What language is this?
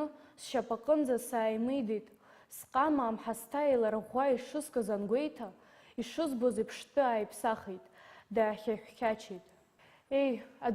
Abkhazian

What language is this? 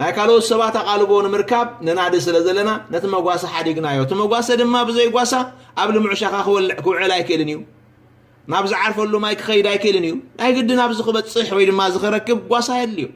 Tigrinya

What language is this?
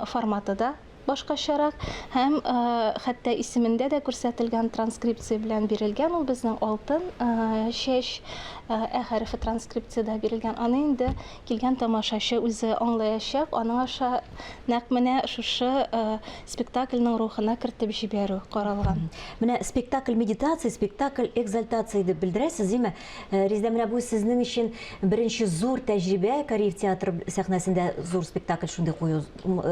Tatar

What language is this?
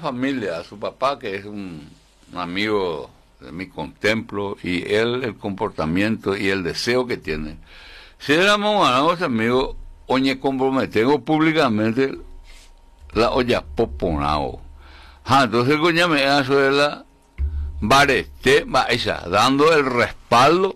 Spanish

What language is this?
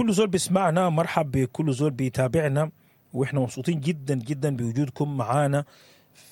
Sudanese Arabic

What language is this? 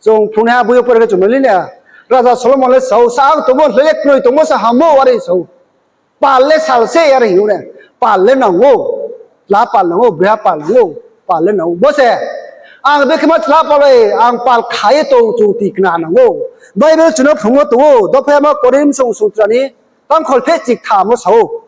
Riang (India)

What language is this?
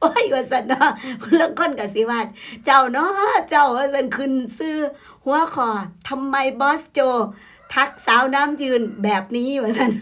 Northeastern Thai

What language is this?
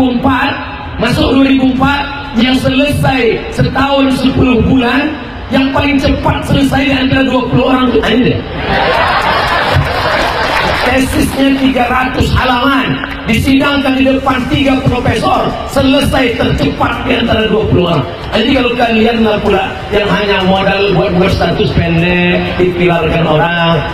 Indonesian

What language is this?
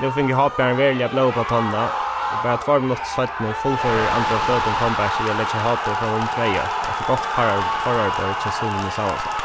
Faroese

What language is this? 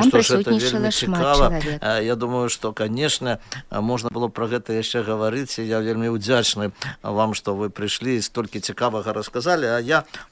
Belarusian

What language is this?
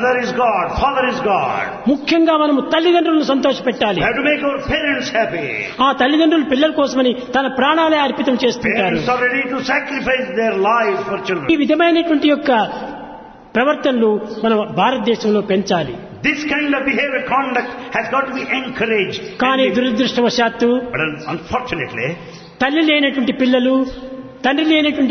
Telugu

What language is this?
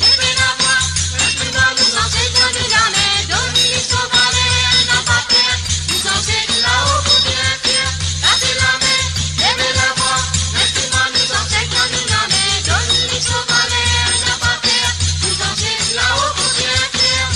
Morisyen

